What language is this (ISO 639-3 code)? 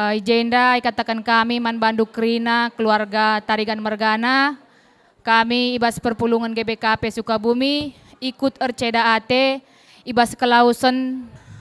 btx